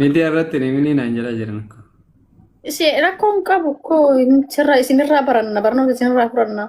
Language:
Oromo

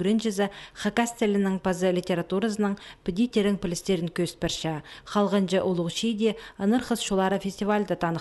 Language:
Khakas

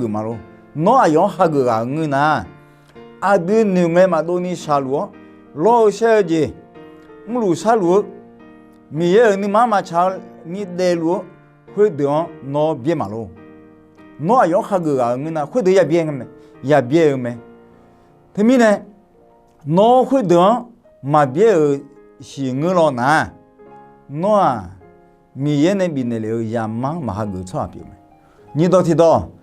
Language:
Akha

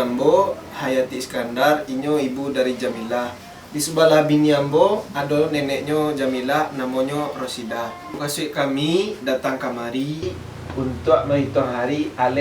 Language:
Minangkabau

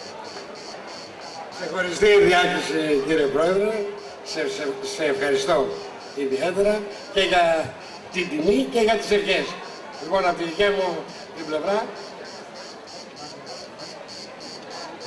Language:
Greek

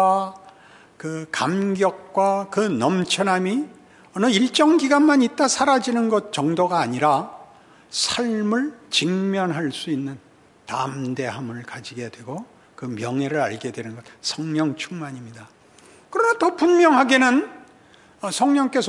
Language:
Korean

